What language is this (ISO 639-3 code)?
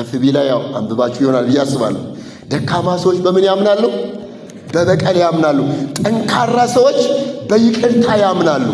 amh